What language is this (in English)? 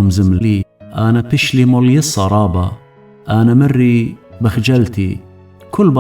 Assyrian Neo-Aramaic